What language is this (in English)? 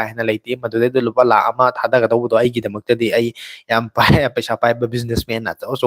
Manipuri